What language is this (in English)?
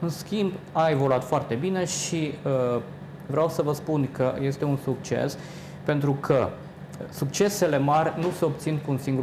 Romanian